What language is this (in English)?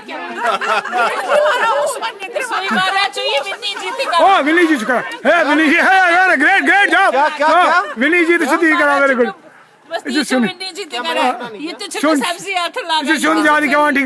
Kashmiri